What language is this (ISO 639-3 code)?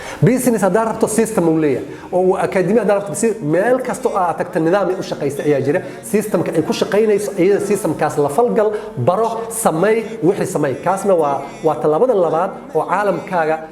som